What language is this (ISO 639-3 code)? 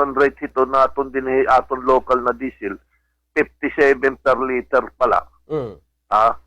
war